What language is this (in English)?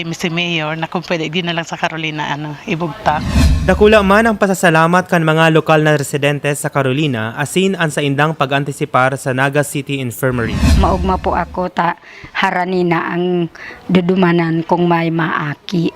Bikol